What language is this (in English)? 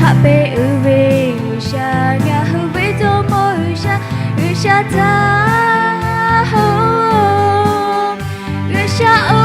Lahu